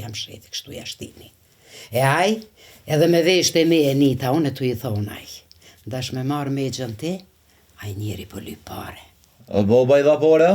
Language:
Albanian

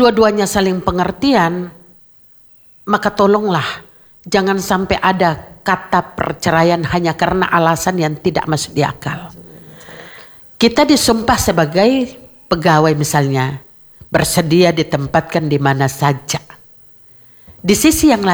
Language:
Indonesian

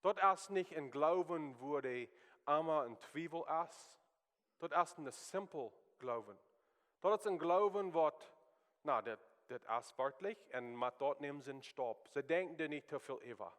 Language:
Plautdietsch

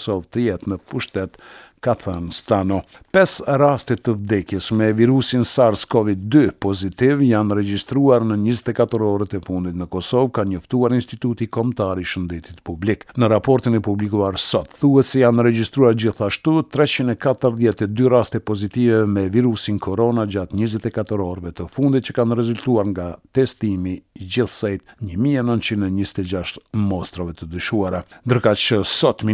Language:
Albanian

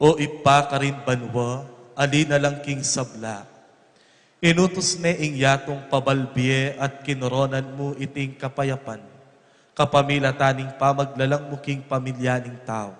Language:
Pampanga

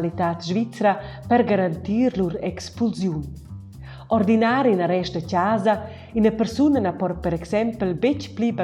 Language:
Romansh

